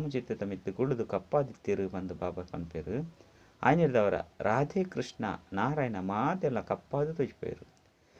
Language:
Tulu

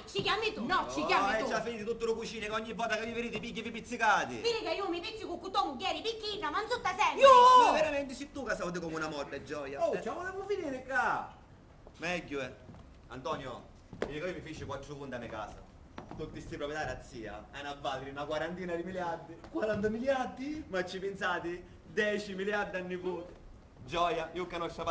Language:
Sicilian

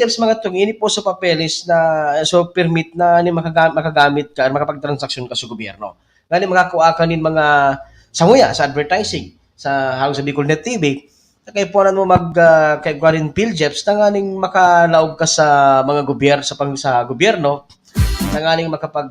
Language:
Bikol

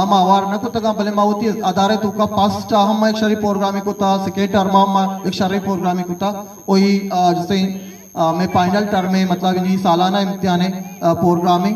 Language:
Eastern Balochi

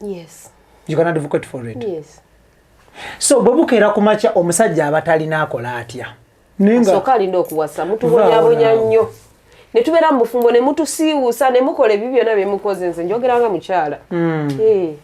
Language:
Ganda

